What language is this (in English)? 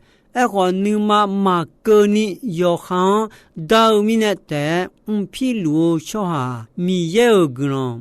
Akha